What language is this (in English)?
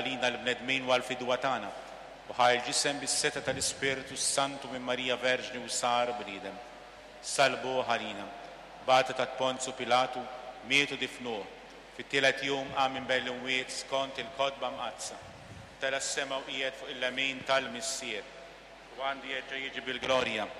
Maltese